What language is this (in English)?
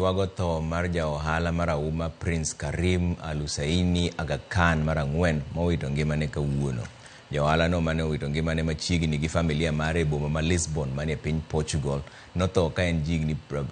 Luo (Kenya and Tanzania)